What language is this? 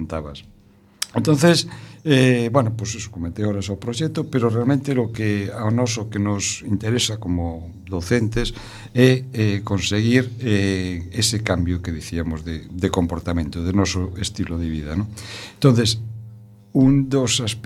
Galician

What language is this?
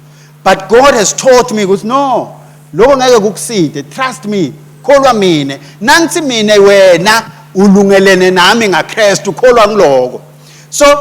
Swati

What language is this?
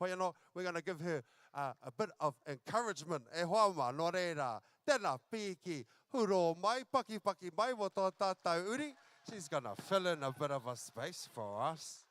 Māori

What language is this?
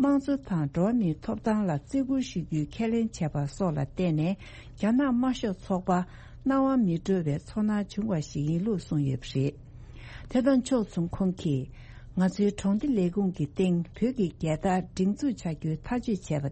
Tibetan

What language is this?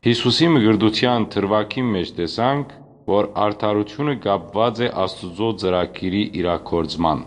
Western Armenian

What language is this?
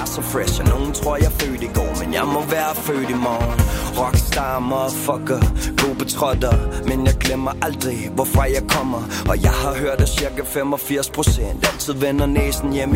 Danish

